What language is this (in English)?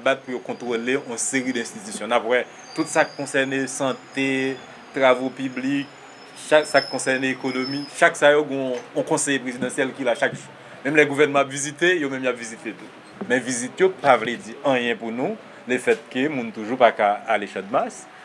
Haitian Creole